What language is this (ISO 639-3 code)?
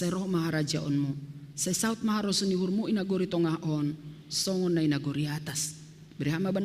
bts